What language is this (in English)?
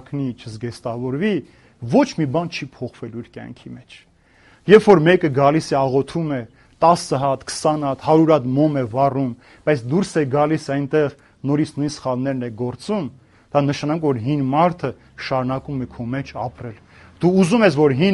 Armenian